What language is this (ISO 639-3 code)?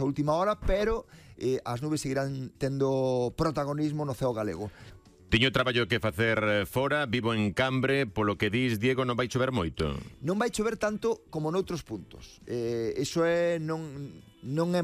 glg